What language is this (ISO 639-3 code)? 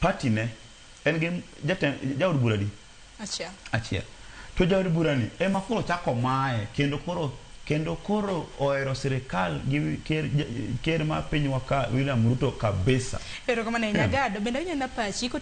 luo